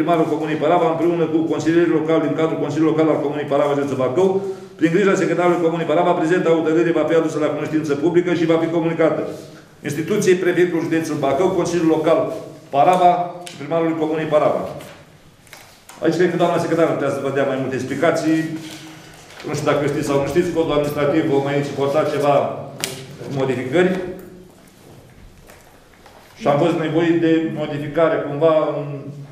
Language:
Romanian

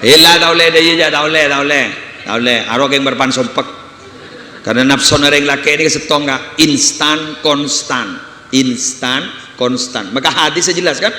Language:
Madurese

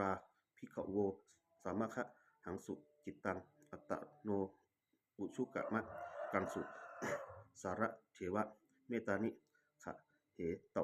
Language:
Pali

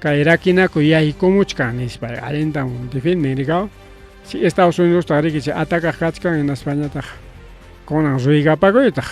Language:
Ayacucho Quechua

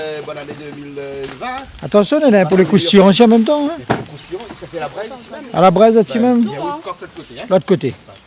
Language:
Réunion Creole French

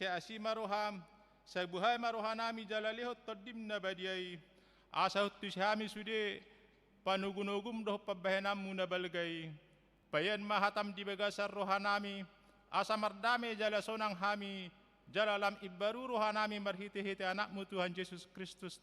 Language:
Batak Toba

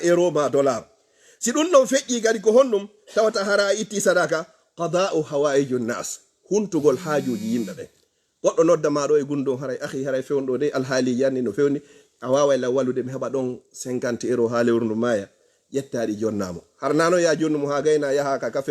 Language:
Fula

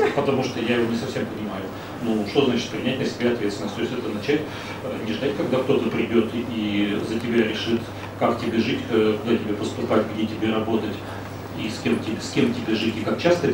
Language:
Russian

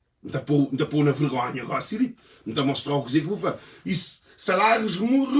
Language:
Kabuverdianu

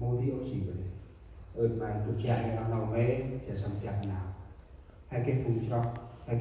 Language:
Central Mnong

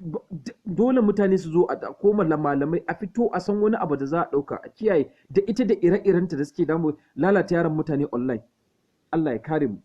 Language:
Hausa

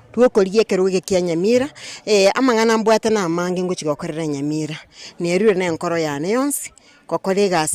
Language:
Gusii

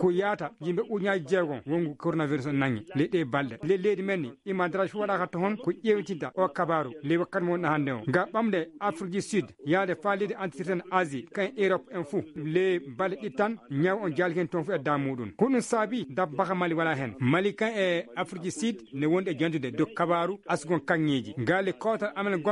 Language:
Fula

